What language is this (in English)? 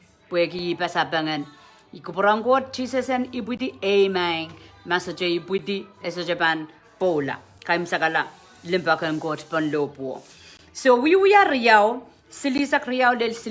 Pohnpeian